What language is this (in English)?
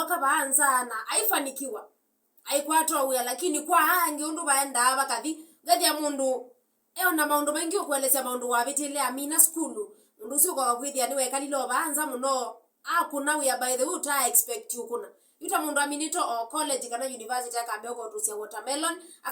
Kamba